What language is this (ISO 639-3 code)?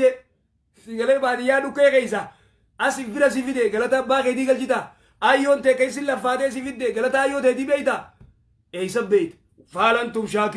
orm